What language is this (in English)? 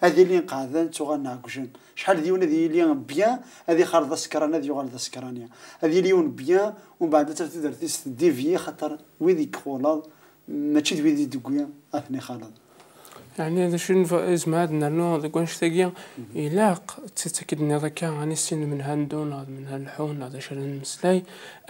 Kabyle